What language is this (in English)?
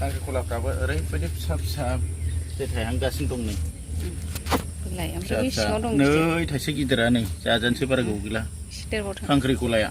Bodo